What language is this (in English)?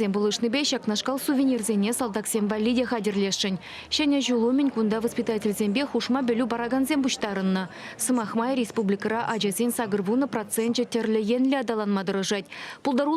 Chuvash